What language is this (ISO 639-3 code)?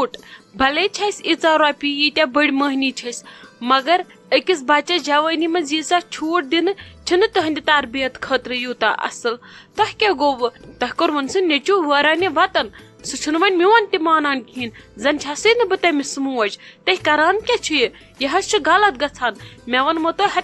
kas